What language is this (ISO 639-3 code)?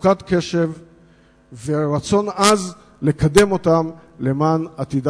heb